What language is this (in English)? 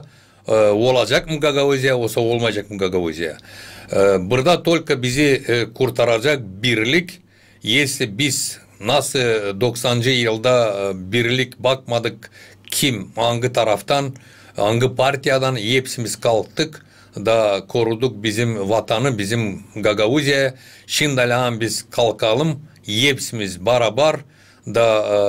Gagauz